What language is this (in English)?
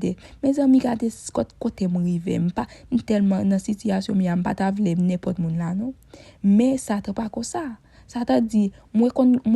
Haitian Creole